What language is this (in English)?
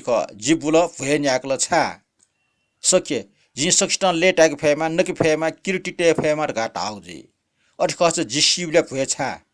Newari